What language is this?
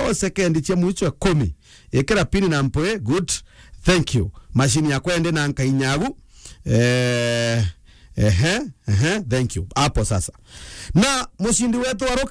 Meru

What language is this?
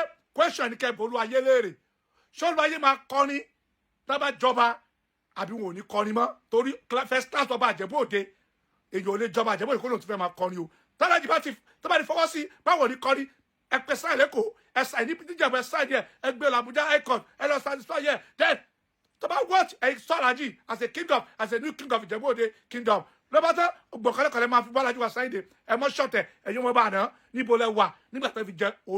Yoruba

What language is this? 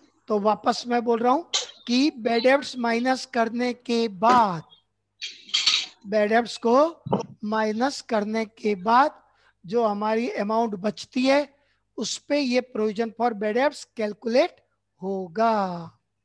Hindi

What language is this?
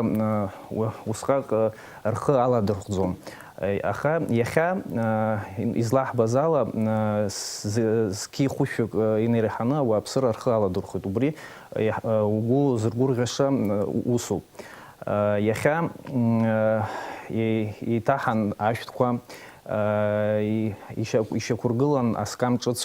Abkhazian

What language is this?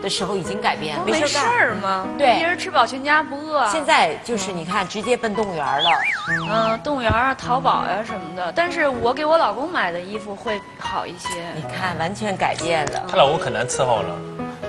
Chinese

